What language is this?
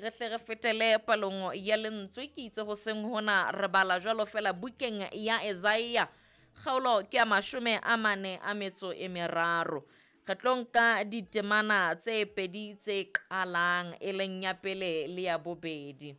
Southern Sotho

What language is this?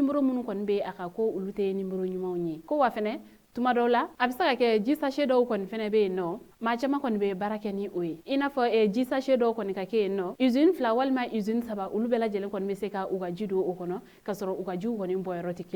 Bambara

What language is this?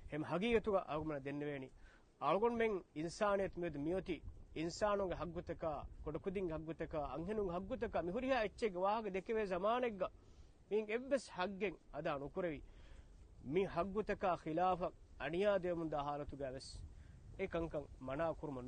Divehi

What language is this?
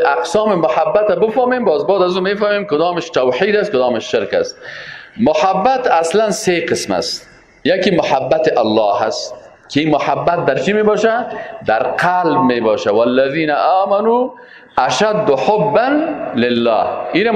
Persian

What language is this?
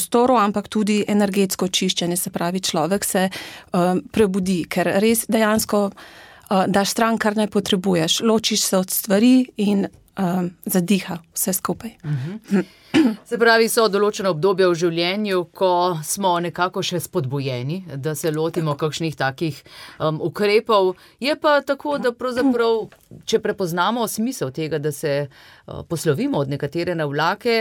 Slovenian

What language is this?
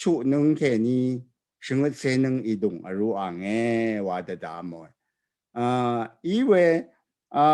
Rawang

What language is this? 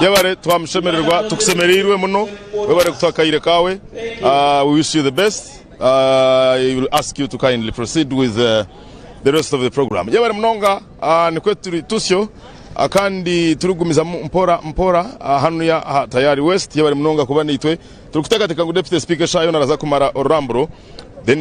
Nyankole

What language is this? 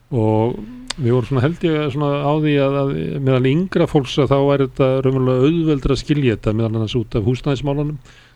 Icelandic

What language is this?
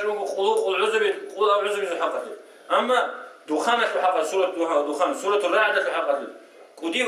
Avaric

